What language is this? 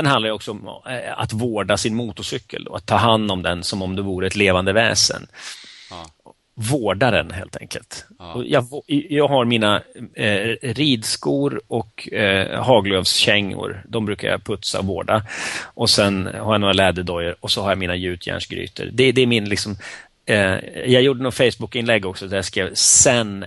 Swedish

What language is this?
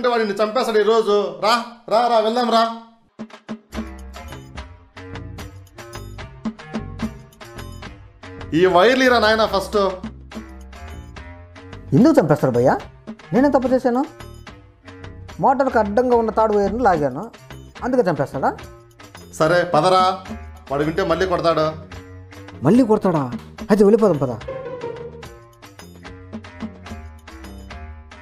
Telugu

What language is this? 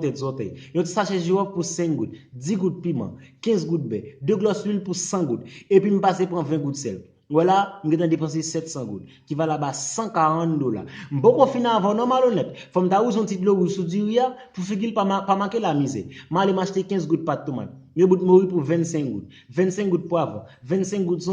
Haitian Creole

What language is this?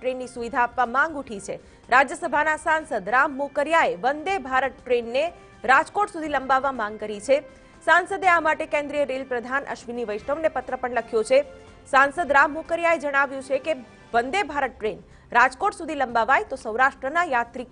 Gujarati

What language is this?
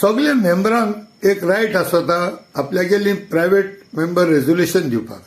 Konkani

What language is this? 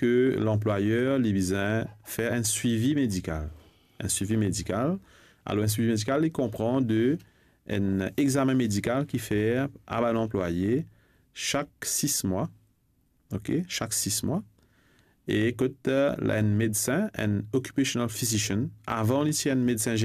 Morisyen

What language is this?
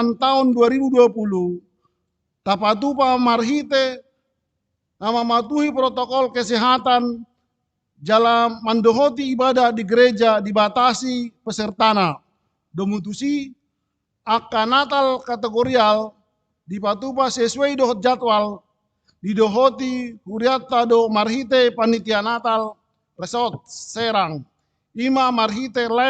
Batak Toba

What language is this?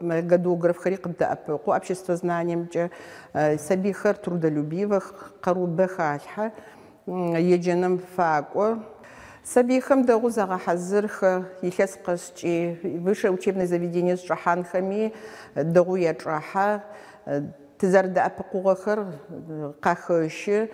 Adyghe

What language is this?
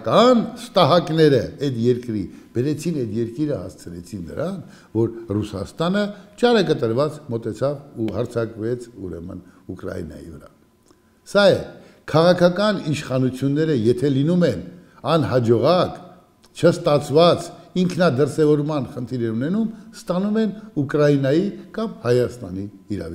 Armenian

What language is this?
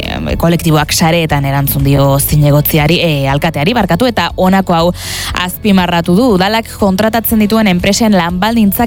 Basque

